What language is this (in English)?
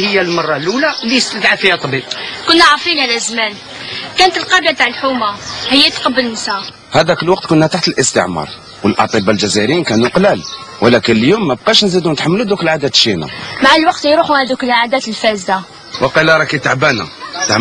Algerian Arabic